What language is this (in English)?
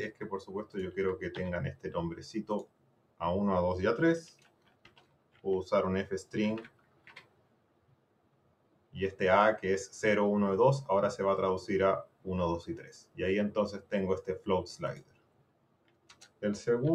Spanish